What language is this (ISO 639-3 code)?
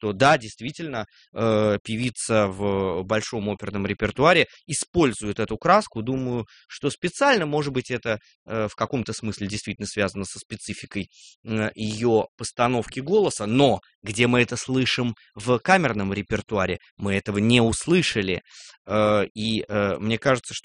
rus